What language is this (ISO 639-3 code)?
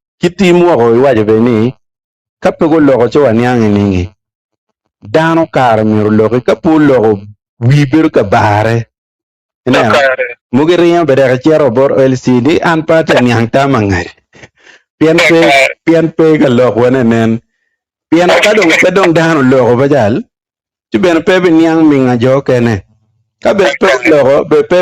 ach